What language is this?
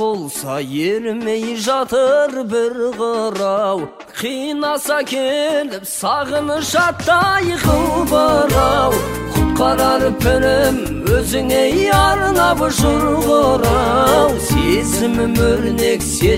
Kazakh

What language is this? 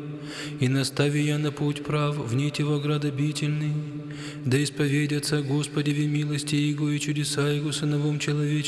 Church Slavic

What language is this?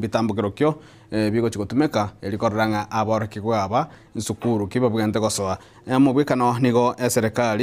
Gusii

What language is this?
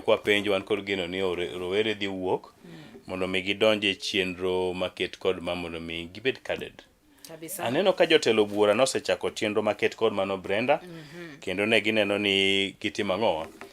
Luo (Kenya and Tanzania)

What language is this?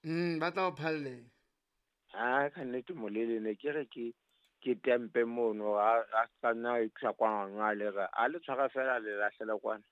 Southern Sotho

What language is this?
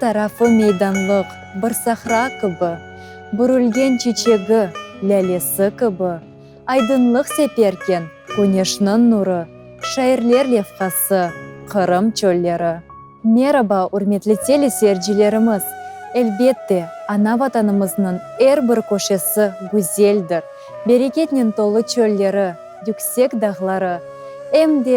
Crimean Tatar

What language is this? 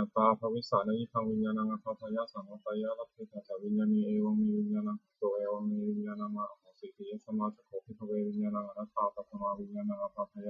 Pali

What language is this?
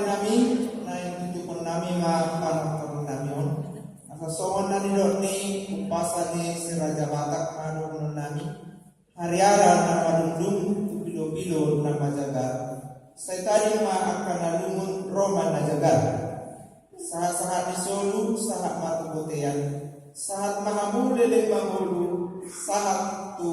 Batak Toba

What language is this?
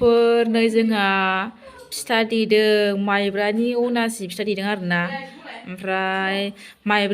Bodo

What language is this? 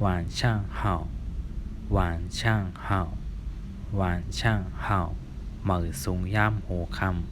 Shan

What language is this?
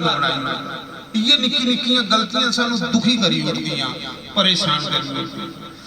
Dogri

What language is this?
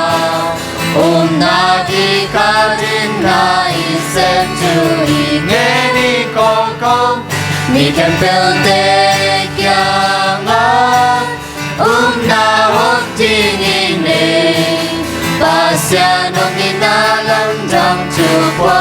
Tedim Chin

